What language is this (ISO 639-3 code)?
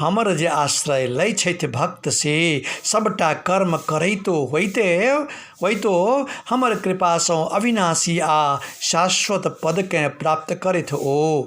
mai